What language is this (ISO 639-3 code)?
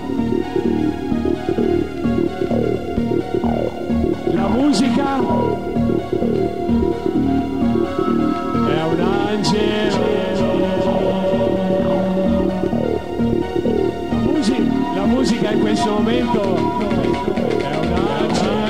ita